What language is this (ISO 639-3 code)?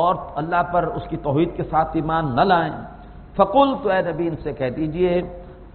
urd